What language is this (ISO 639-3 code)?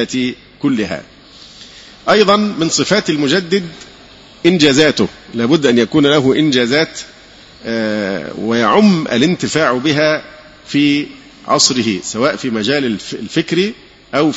ara